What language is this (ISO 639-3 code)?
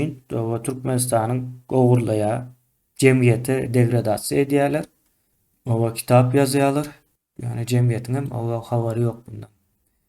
tuk